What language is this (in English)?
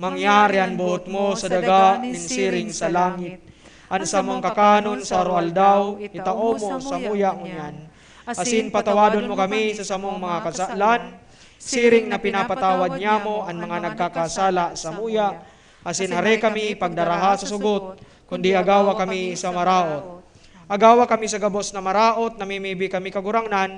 Bikol